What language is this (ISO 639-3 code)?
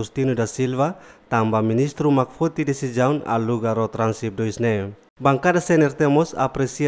tet